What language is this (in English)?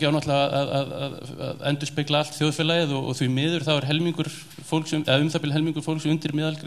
Icelandic